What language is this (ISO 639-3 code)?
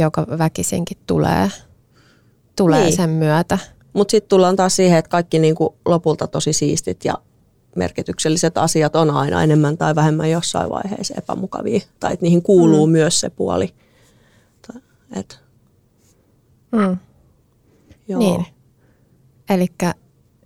fin